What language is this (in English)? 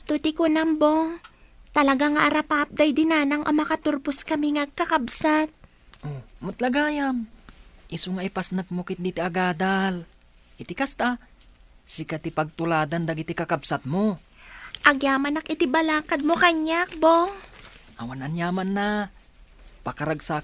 Iloko